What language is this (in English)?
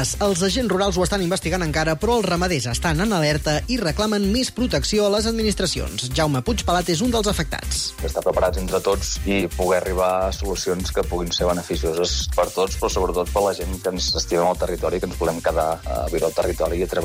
Catalan